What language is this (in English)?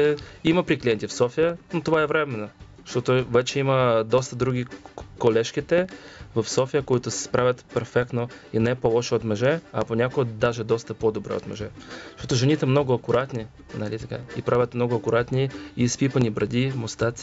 Bulgarian